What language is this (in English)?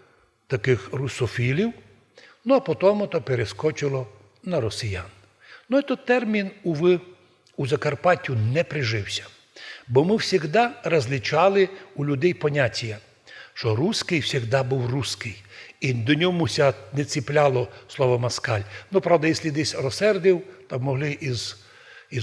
Rusyn